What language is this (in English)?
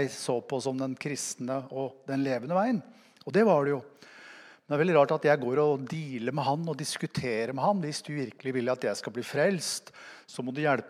Norwegian